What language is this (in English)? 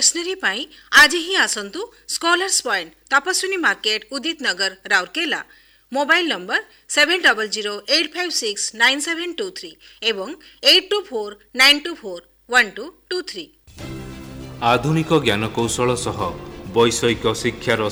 Odia